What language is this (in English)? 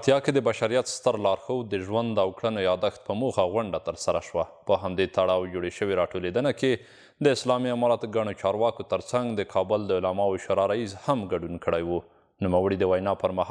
Pashto